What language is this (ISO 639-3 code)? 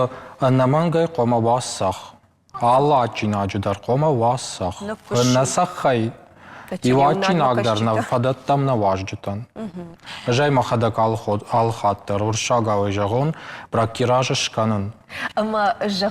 oss